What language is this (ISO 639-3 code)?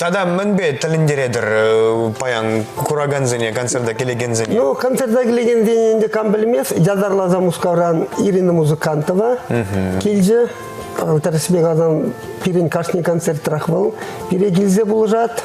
chv